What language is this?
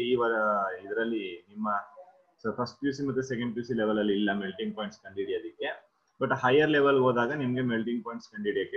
Kannada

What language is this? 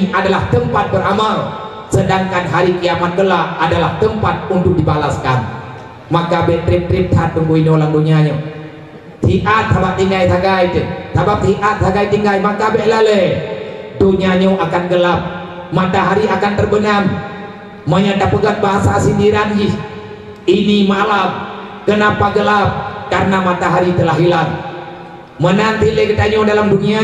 Achinese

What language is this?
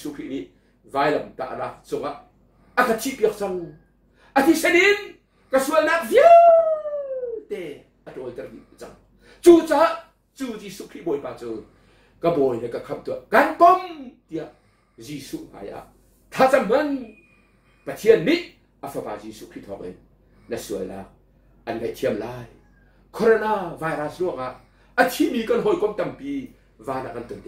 Hakha Chin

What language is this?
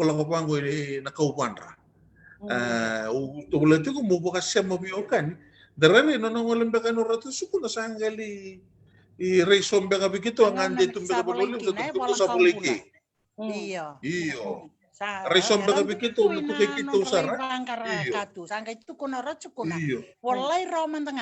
Fijian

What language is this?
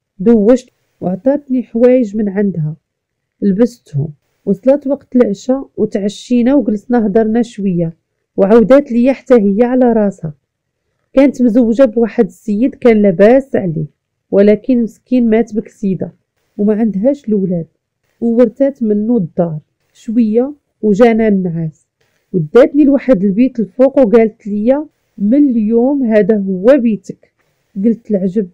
Moroccan Arabic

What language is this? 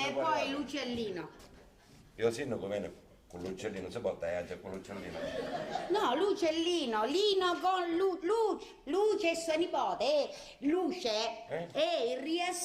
Sicilian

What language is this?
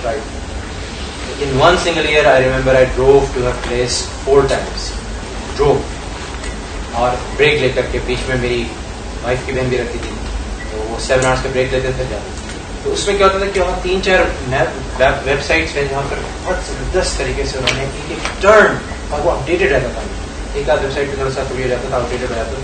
Urdu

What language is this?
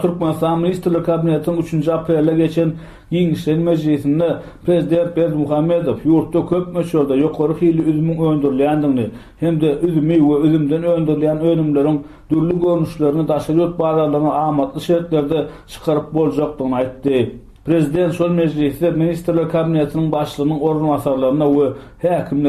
Turkmen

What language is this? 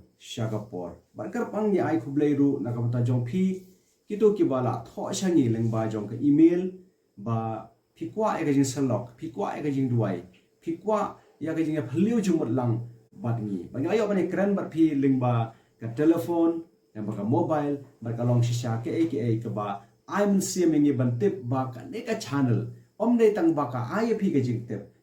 Khasi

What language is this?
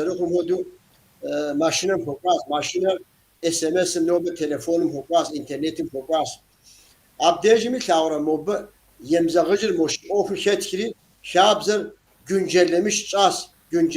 Kabardian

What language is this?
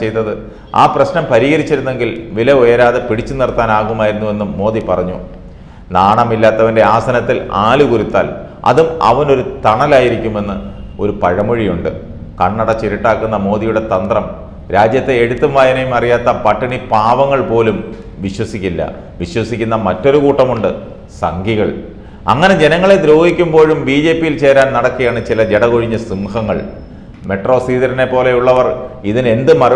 Malayalam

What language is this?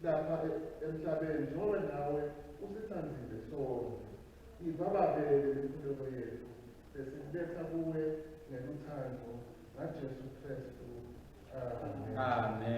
Swati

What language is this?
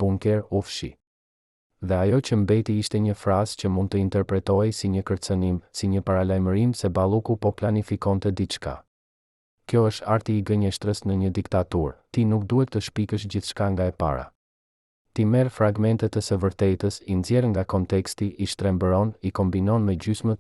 Albanian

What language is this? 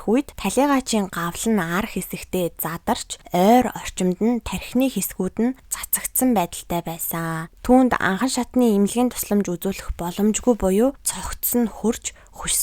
Mongolian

